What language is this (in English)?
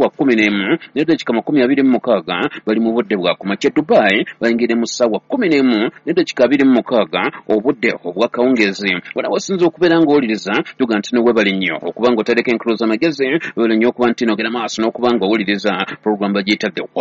Ganda